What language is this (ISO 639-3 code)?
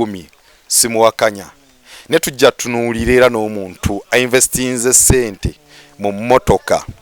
lug